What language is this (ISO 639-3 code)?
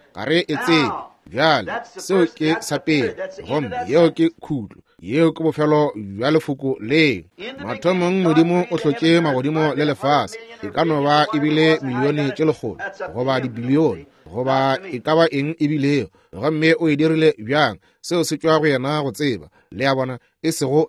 nso